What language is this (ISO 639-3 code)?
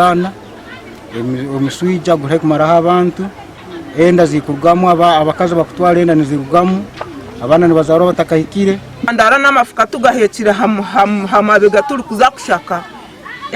lug